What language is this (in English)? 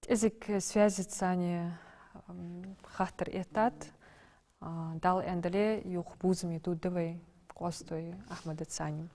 Ingush